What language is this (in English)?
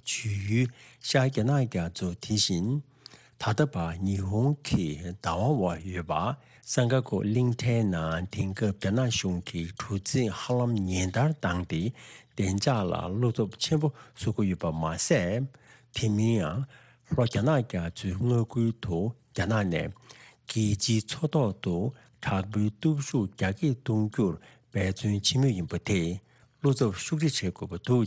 Tibetan